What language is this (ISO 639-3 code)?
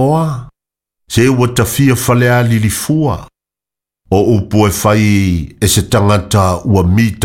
smo